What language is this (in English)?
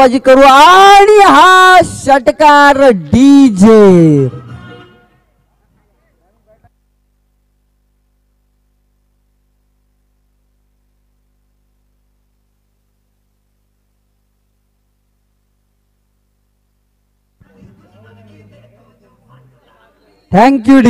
Marathi